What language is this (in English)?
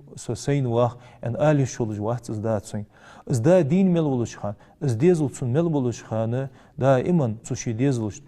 Ingush